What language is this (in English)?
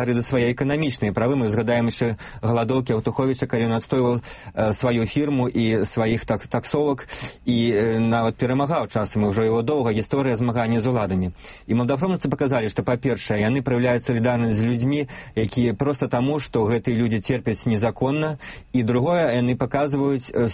Belarusian